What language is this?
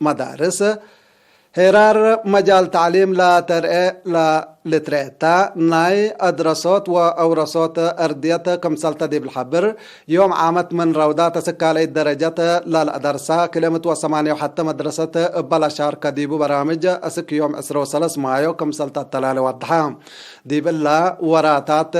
Tigre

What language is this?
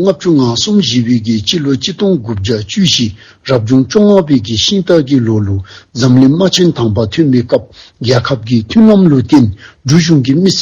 Dzongkha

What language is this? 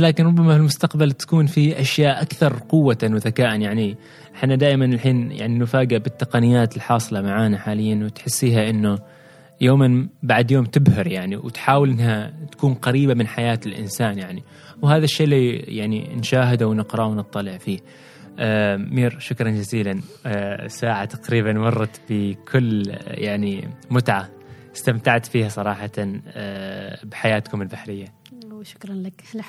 Gulf Arabic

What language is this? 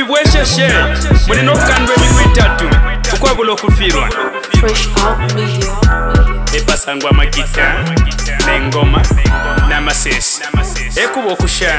Bemba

